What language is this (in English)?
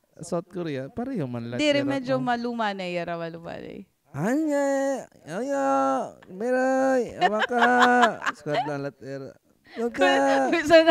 Waray